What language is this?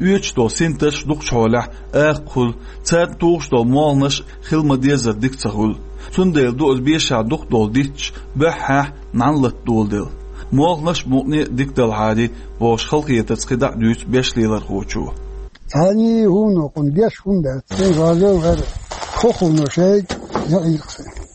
Chechen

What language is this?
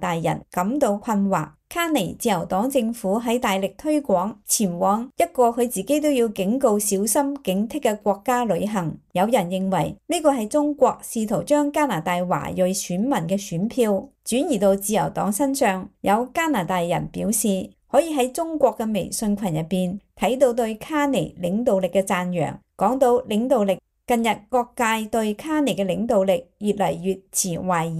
Cantonese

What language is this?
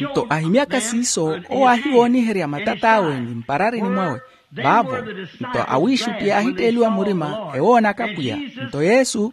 Makhuwa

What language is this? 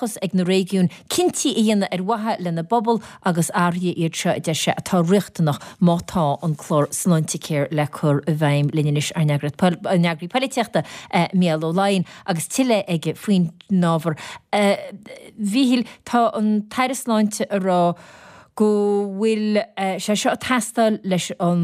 Irish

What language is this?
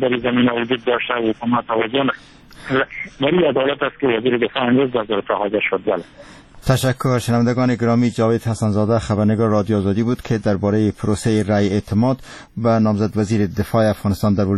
Persian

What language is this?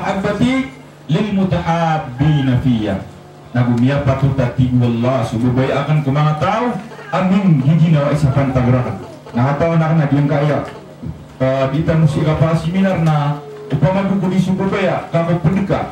Maranao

